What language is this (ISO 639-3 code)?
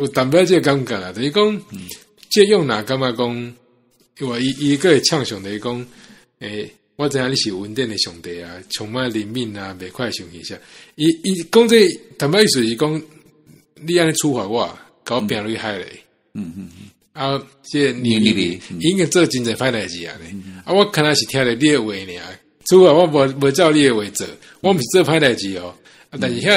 nan